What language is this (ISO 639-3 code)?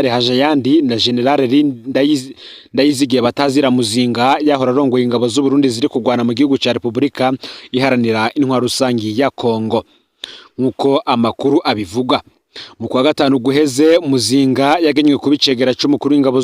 run